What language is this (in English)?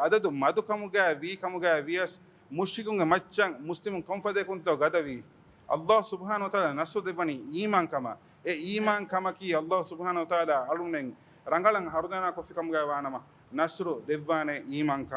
Divehi